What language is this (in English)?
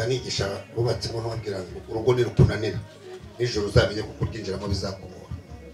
Kinyarwanda